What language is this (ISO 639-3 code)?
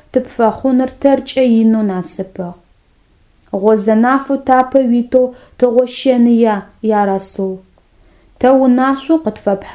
ady